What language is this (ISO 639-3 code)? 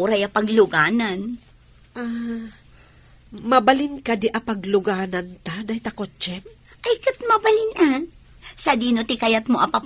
ilo